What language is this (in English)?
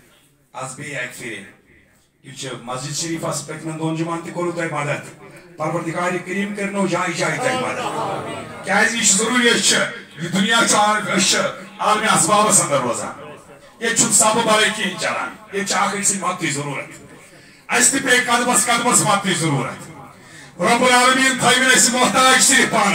Kashmiri